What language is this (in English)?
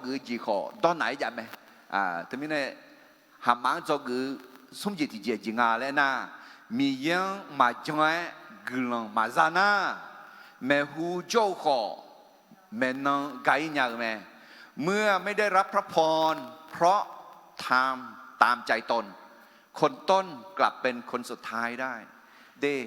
Akha